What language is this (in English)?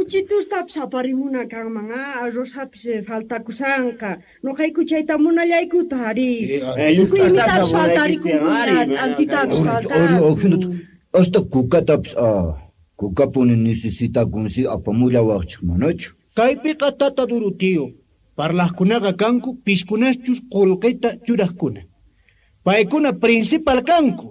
Quechua